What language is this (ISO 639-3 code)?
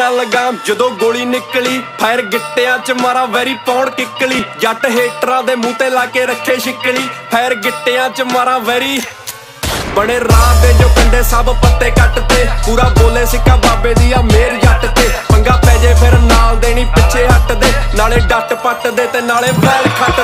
pan